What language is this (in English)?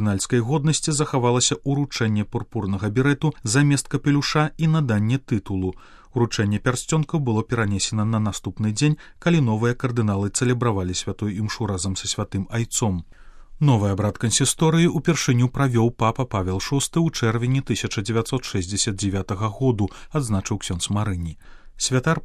Belarusian